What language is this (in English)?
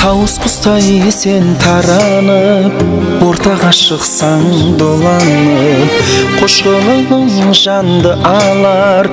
Kara-Kalpak